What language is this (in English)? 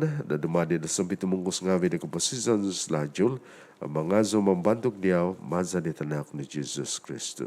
Central Dusun